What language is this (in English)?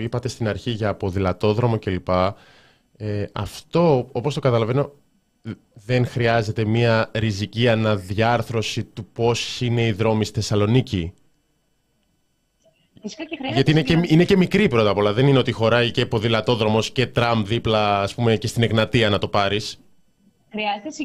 Greek